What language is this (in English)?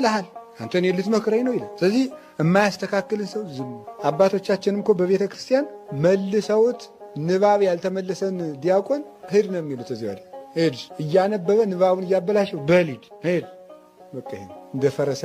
Amharic